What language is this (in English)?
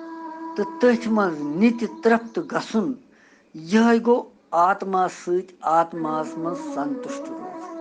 Kashmiri